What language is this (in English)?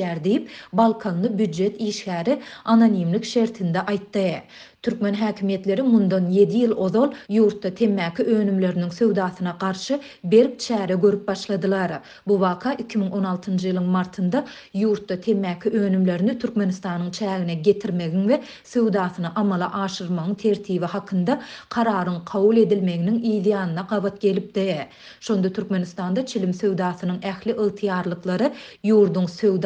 Turkmen